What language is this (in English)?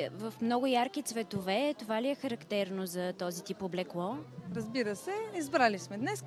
Bulgarian